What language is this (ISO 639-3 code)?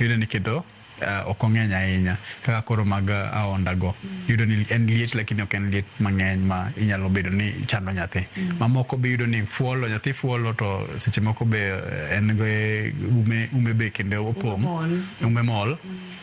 luo